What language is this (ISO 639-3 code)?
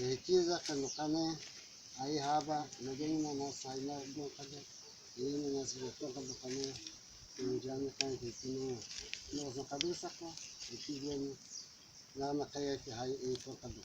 kog